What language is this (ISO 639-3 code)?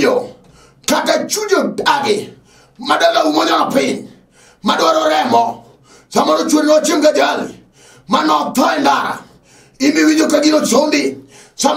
luo